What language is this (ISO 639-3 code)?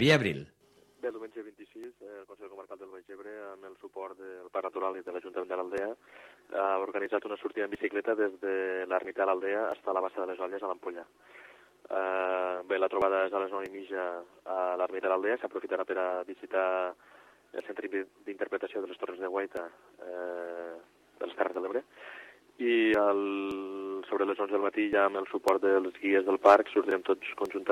cat